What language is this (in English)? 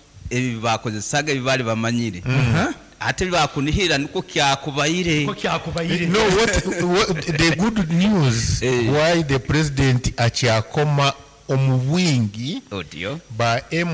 Nyankole